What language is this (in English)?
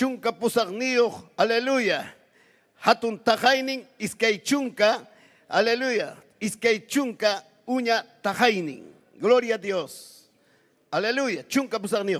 Ayacucho Quechua